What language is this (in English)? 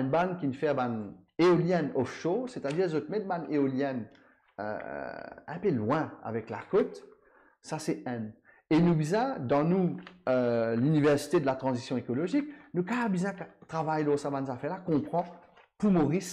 Morisyen